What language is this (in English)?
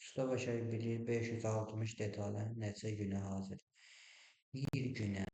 Azerbaijani